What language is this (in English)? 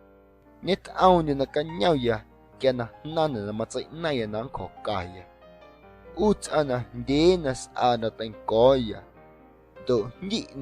Guerrero Amuzgo